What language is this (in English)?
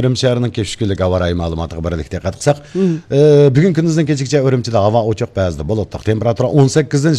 Uyghur